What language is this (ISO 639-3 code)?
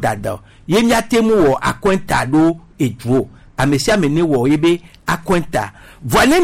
gej